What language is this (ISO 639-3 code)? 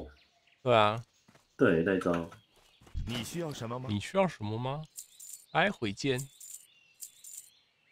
zho